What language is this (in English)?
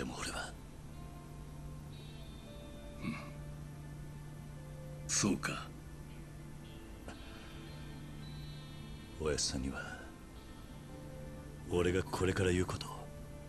Japanese